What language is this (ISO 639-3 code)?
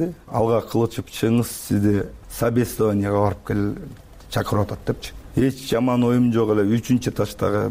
kir